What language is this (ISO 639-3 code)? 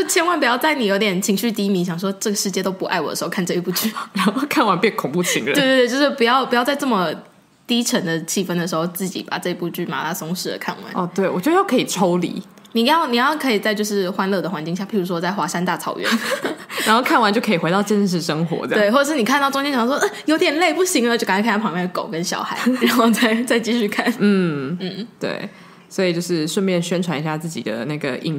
zho